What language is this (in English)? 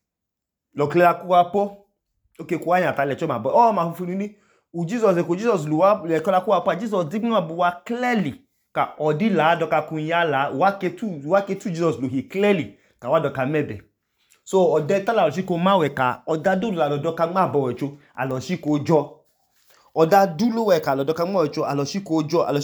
Idoma